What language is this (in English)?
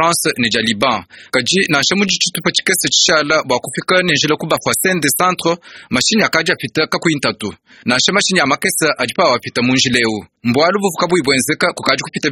Luba-Lulua